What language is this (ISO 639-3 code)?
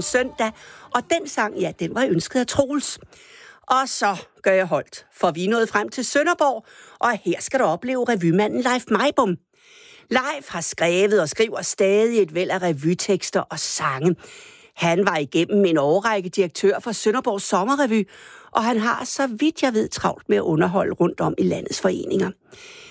dan